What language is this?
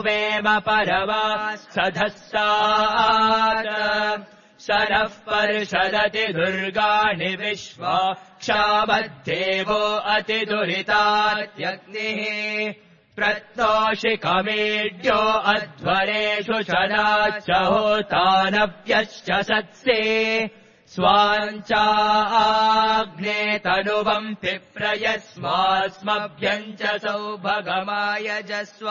Sanskrit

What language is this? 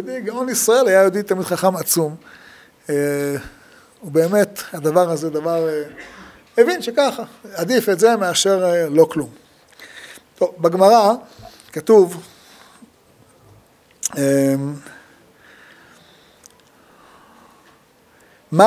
Hebrew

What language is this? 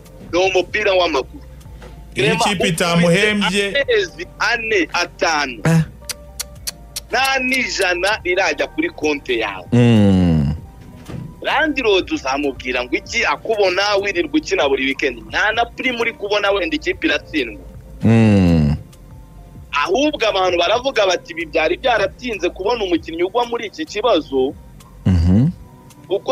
Kinyarwanda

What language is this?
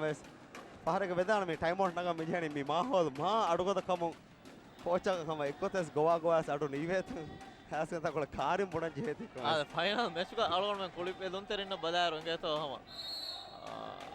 Divehi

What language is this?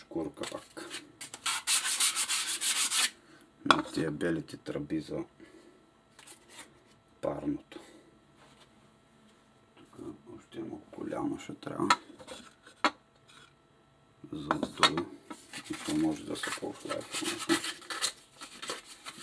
Bulgarian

